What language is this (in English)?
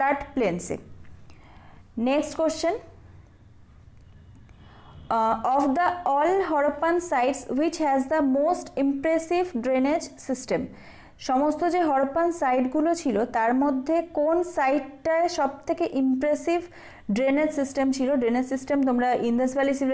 Bangla